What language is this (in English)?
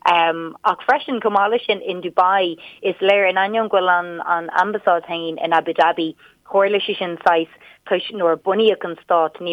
Irish